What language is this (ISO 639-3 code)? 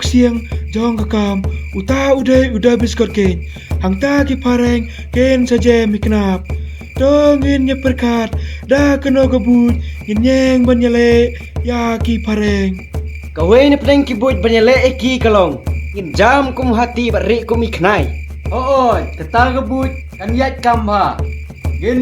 kha